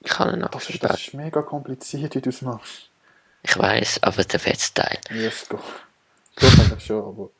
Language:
Swiss German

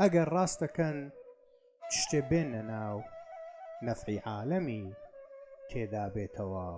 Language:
Central Kurdish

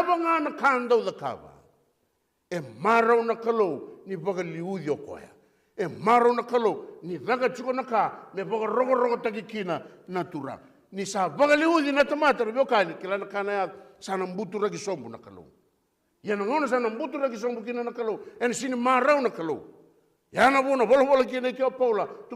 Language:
Fijian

